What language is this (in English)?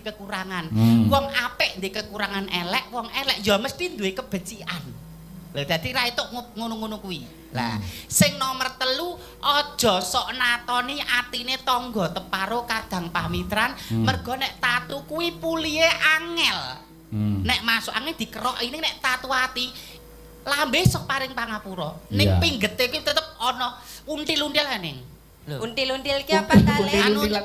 Javanese